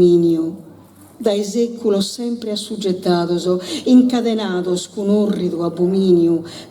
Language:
Sardinian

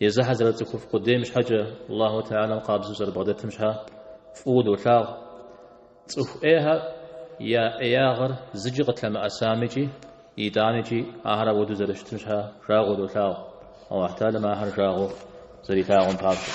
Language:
Kabardian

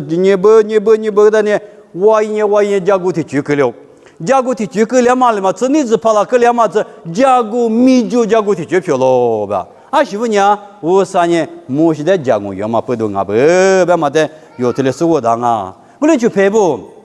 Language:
Lisu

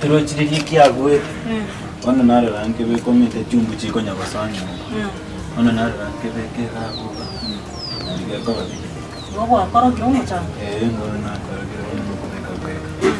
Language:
Gusii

